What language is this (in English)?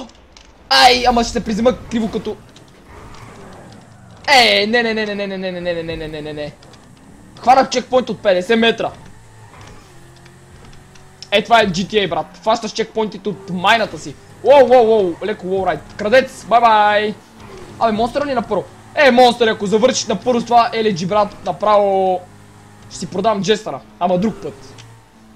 Bulgarian